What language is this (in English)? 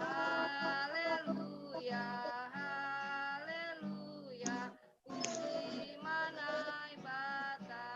Batak Simalungun